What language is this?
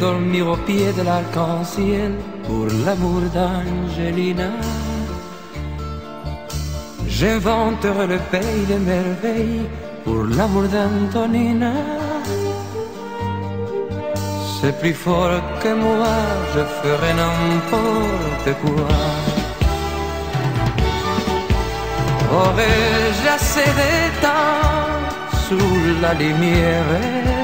French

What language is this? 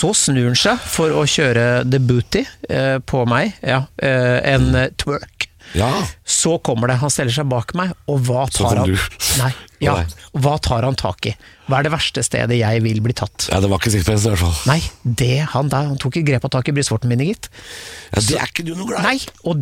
Norwegian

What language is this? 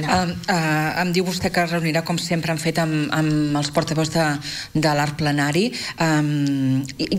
Catalan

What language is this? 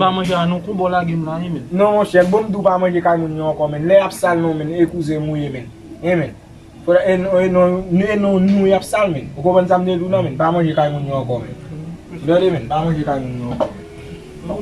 Haitian Creole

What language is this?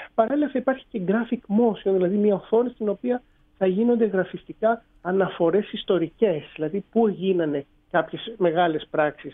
Greek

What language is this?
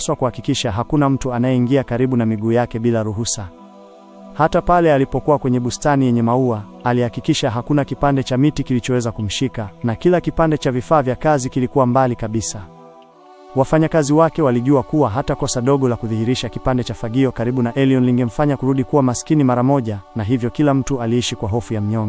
Swahili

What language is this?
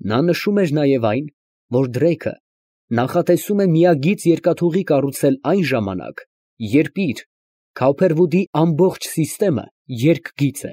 Armenian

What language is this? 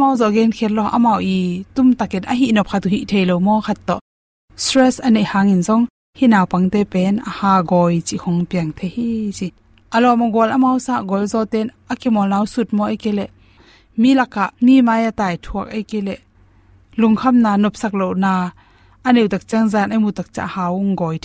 Tedim Chin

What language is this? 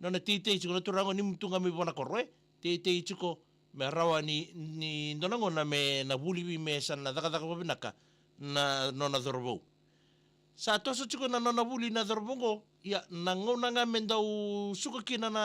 Fijian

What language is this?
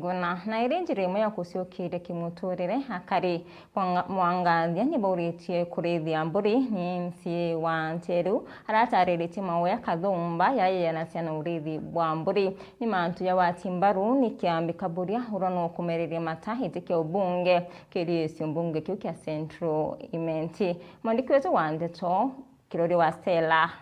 Meru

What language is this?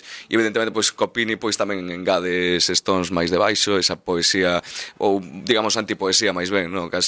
Galician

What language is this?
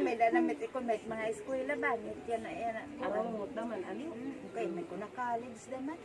Waray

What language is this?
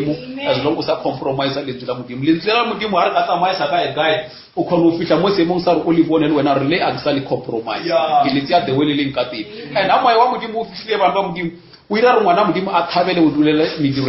Northern Sotho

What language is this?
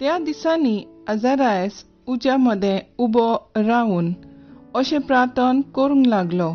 Konkani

